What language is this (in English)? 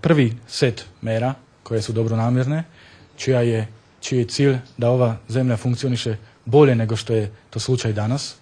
Bosnian